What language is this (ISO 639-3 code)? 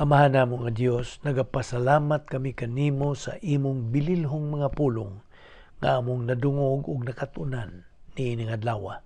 ceb